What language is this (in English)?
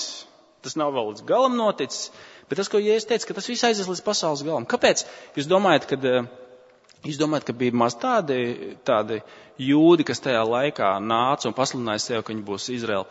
Latvian